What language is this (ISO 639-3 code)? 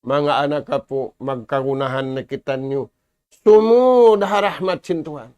tsg